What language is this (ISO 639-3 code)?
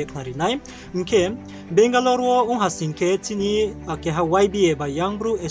ria